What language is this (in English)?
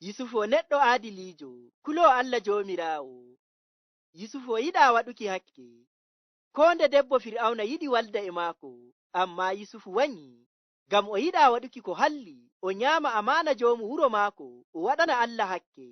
Fula